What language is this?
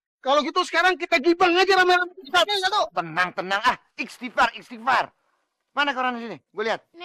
Betawi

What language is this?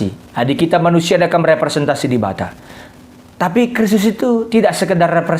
Batak Karo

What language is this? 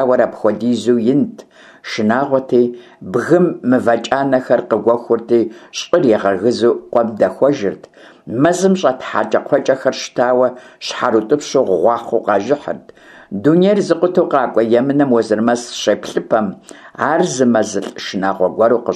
Kabardian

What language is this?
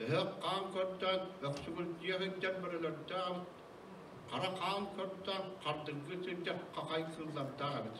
Yakut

